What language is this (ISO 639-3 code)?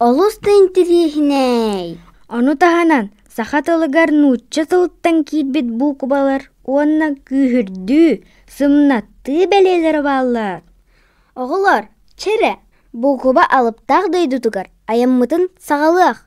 sah